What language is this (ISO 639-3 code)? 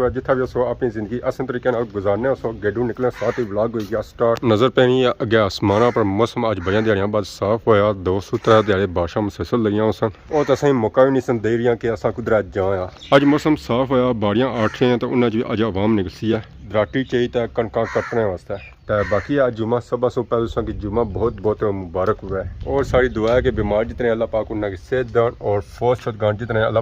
phr